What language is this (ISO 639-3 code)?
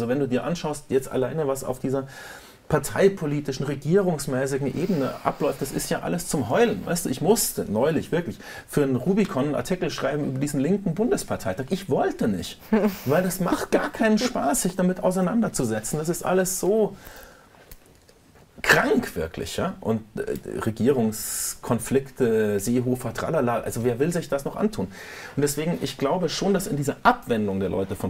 deu